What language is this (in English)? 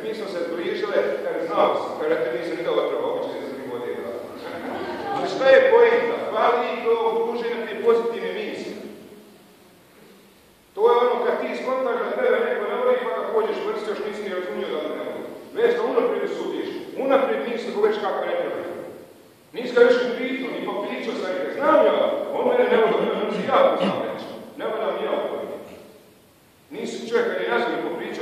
Bosnian